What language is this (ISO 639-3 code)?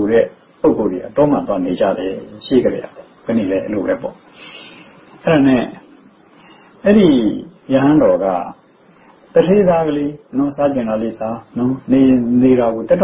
mya